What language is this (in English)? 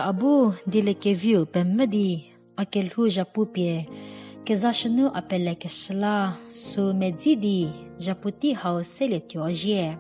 Angami Naga